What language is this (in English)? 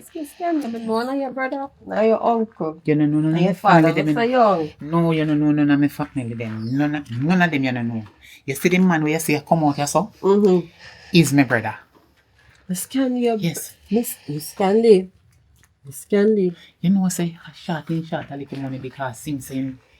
Jamaican Creole English